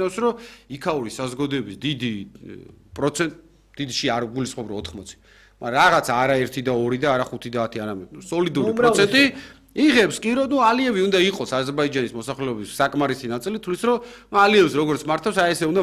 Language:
Georgian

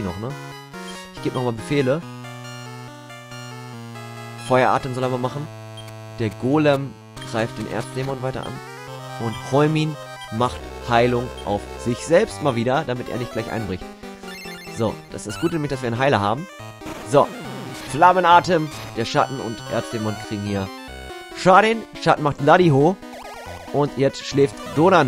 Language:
German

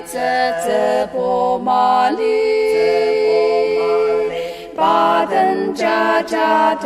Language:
Ao Naga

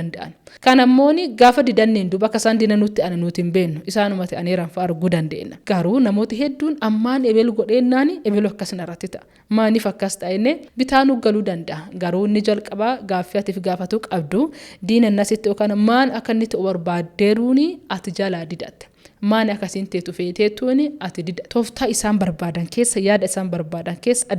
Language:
Oromo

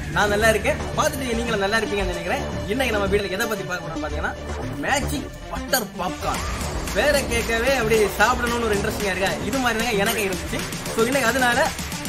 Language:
Tamil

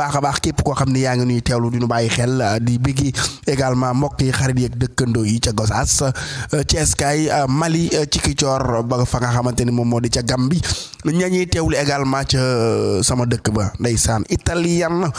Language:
Wolof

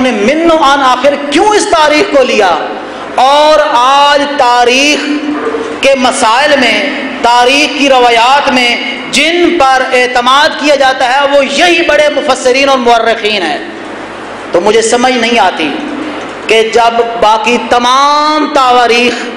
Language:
Urdu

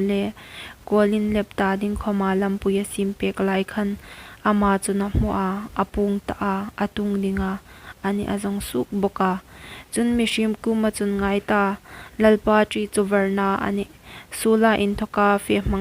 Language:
Hmar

